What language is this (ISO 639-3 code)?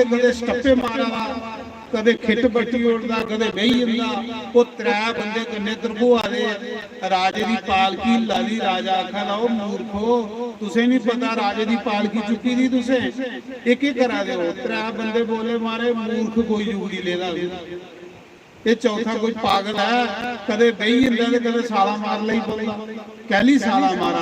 doi